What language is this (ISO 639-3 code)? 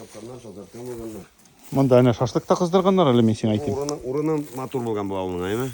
tat